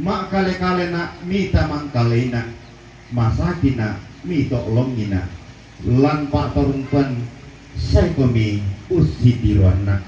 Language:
Toraja-Sa'dan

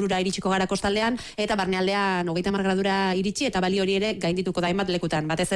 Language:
Basque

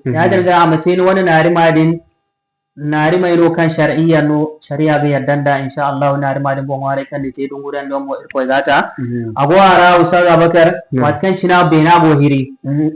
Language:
Zarma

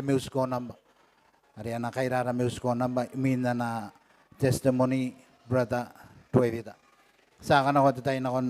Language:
Gilbertese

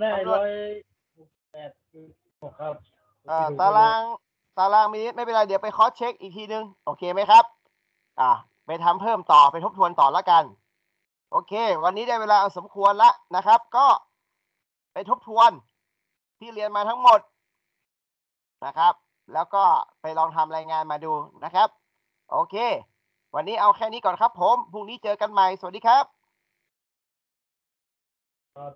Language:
Thai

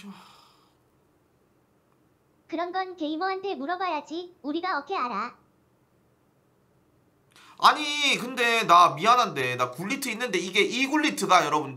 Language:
Korean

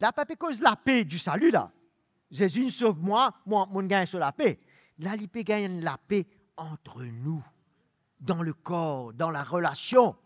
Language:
Morisyen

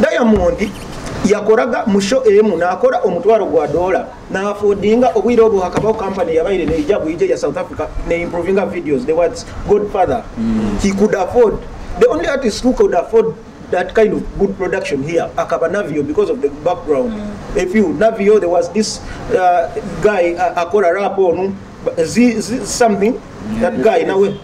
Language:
Nyoro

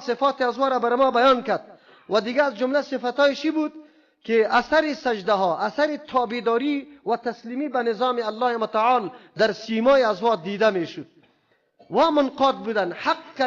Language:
Persian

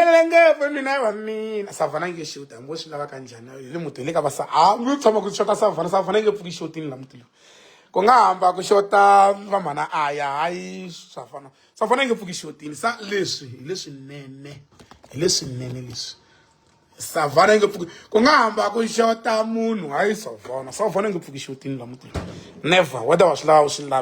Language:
Tsonga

